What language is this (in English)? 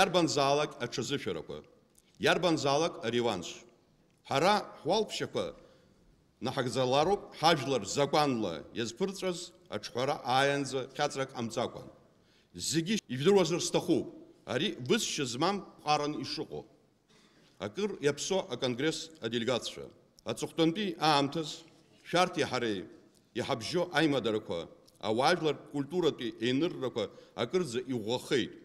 Abkhazian